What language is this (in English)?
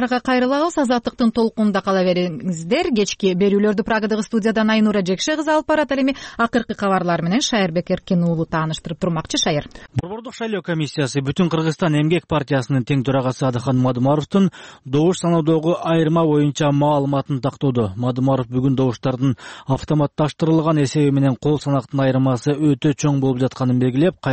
Kyrgyz